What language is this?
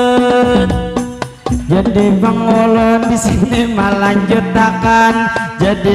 Banjar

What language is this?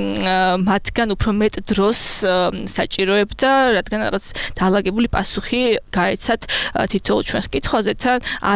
Georgian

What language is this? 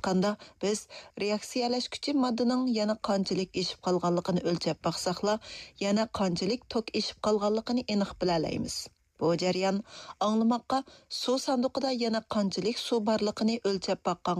Uyghur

